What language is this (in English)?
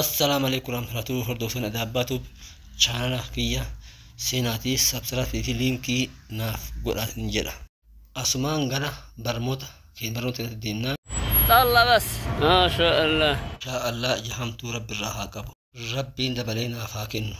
Oromo